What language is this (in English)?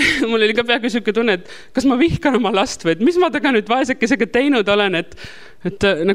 Estonian